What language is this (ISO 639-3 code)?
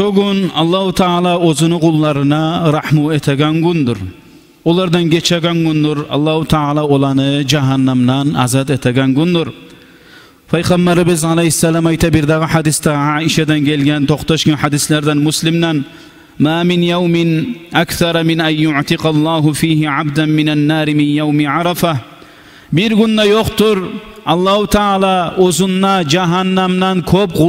kum